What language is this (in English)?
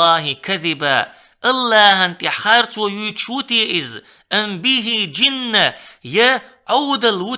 Chechen